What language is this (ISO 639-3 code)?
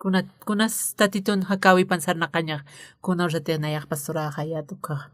aym